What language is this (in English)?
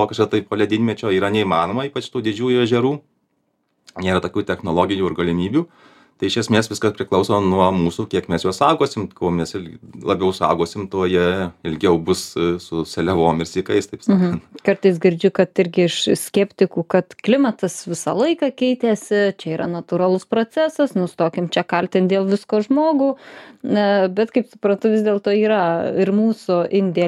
Lithuanian